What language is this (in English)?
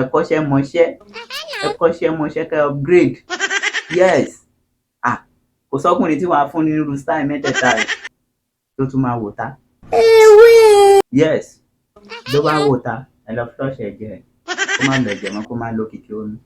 Yoruba